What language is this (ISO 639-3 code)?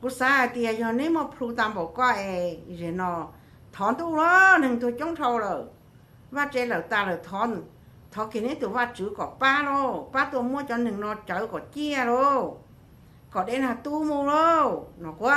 hmn